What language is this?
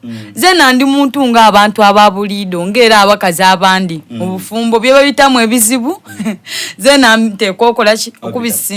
Soga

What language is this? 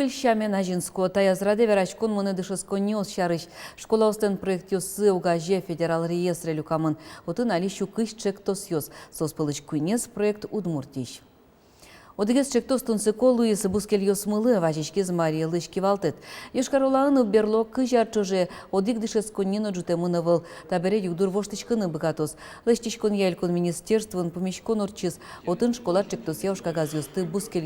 Udmurt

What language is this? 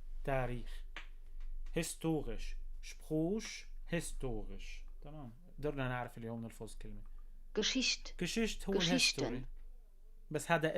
North Levantine Arabic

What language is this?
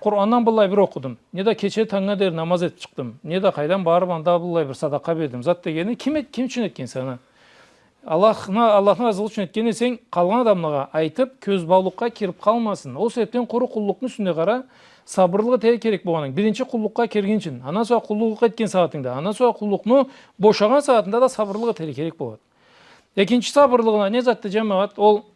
Karachay-Balkar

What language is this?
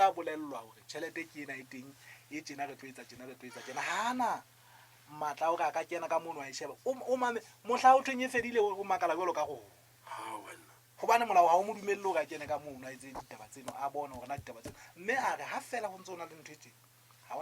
Southern Sotho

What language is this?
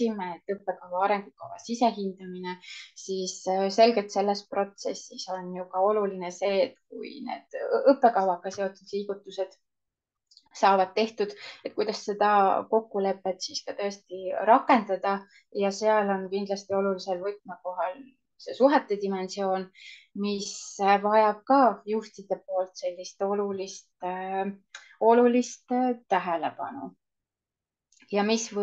Estonian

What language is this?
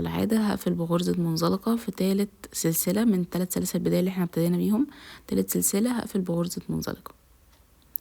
Egyptian Arabic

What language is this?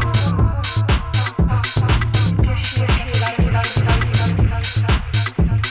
Basque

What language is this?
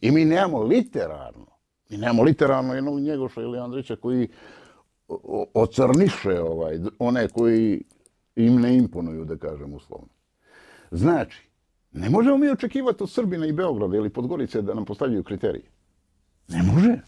Bosnian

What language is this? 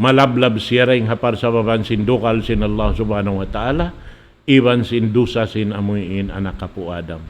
Tausug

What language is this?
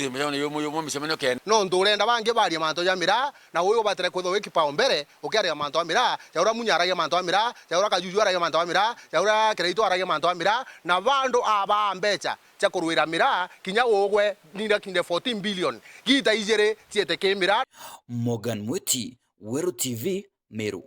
Meru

